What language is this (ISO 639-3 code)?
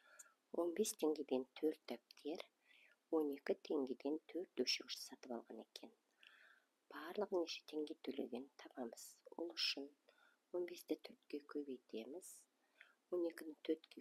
kaz